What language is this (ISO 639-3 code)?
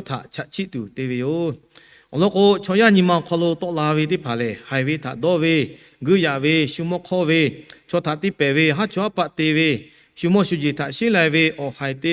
lhu